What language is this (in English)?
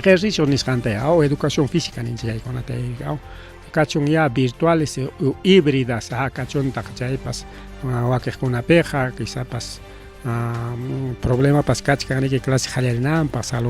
Ayacucho Quechua